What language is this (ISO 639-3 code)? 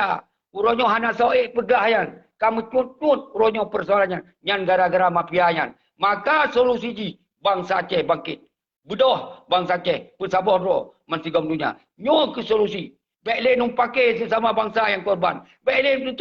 ace